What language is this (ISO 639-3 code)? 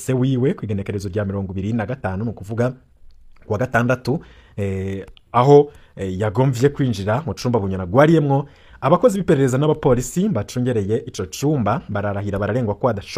run